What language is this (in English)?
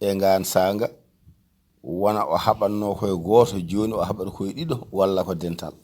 Fula